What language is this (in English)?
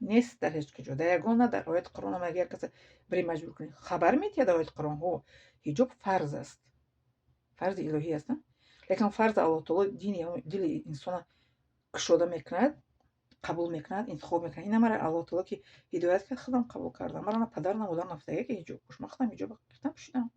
Tajik